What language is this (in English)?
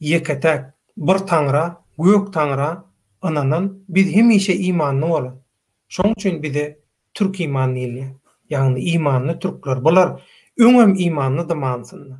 Turkmen